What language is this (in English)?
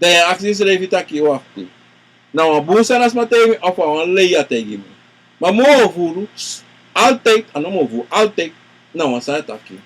Sranan Tongo